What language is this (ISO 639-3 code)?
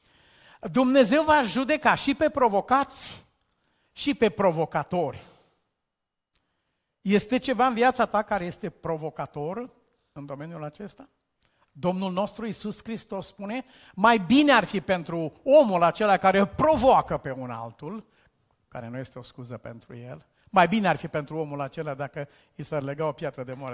ron